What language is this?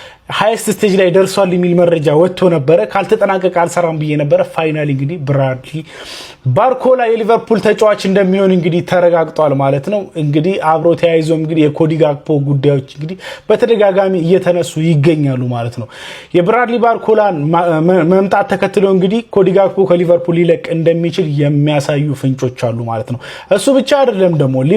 Amharic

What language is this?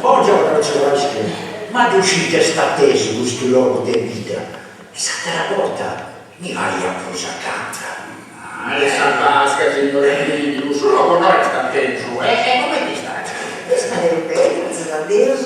Sardinian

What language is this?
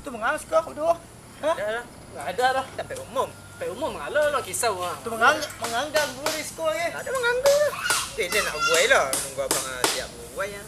Minangkabau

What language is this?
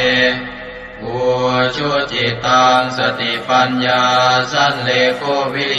Pali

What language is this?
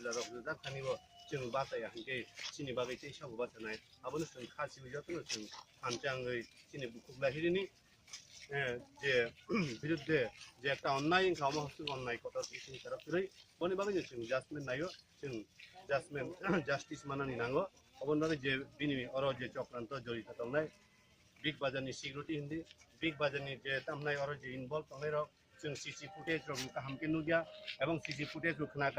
Kok Borok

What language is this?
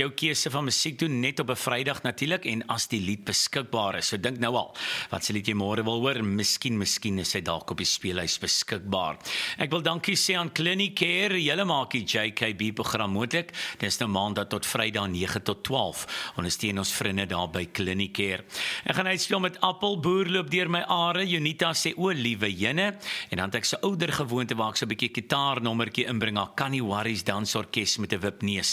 Afrikaans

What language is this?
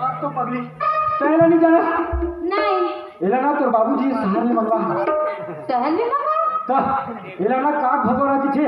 Chhattisgarhi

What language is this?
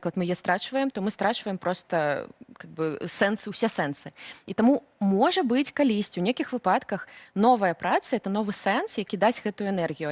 Belarusian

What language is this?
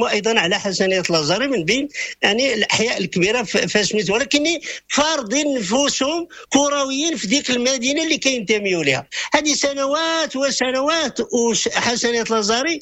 Moroccan Arabic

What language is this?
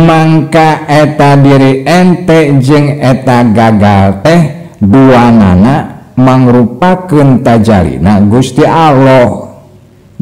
Sundanese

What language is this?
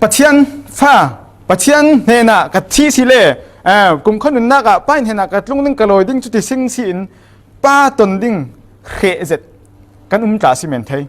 Falam Chin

